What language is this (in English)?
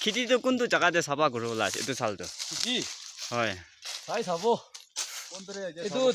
Naga Pidgin